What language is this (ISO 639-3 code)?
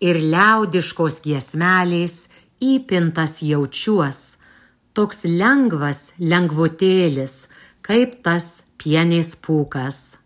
lit